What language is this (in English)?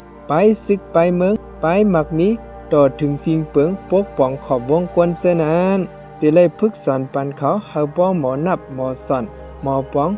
Shan